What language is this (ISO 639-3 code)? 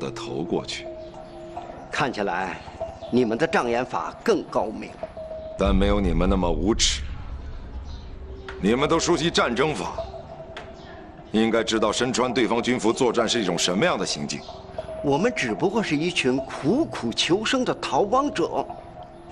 zho